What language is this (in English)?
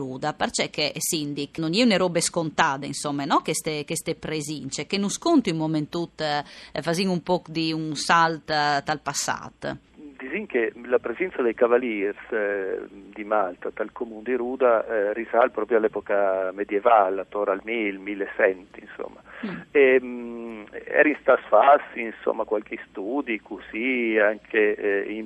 Friulian